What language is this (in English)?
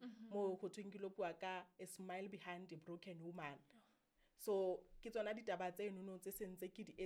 Southern Sotho